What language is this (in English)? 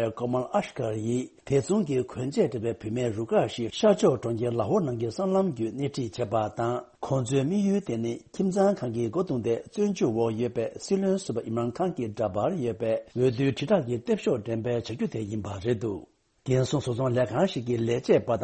Tibetan